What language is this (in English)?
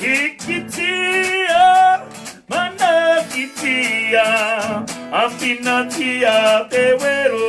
Māori